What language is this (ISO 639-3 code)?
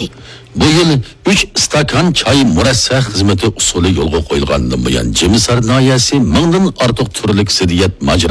uig